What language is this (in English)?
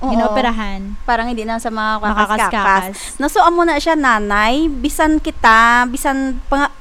Hiligaynon